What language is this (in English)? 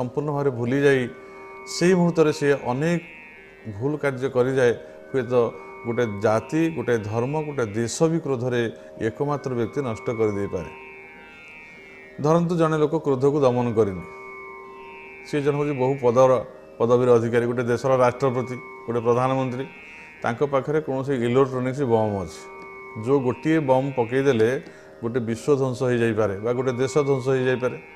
Odia